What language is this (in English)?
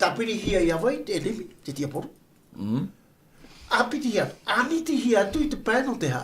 Tahitian